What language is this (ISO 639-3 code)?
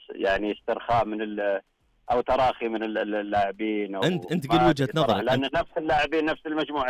ars